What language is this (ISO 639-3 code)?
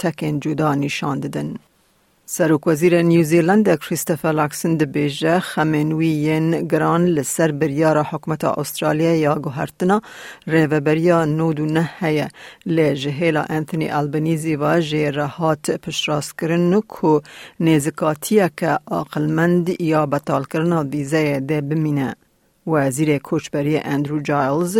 kur